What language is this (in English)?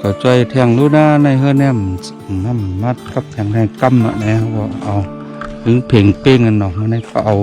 Shan